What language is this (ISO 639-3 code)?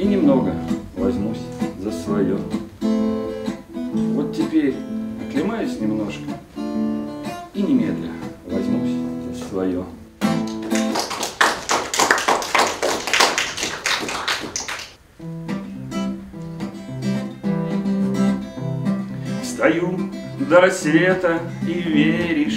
rus